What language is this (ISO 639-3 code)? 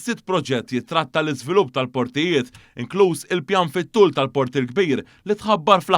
mlt